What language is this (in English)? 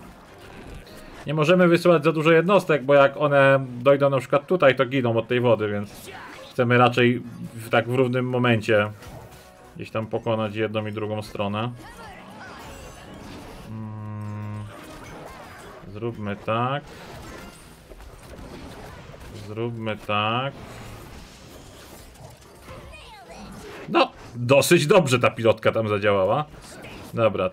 Polish